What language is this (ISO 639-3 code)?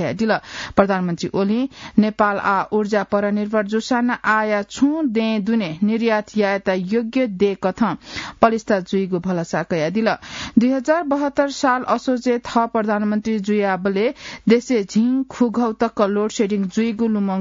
new